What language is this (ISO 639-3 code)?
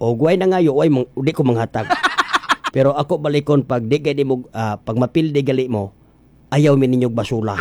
ceb